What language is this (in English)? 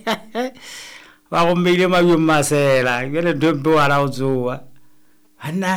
Southern Sotho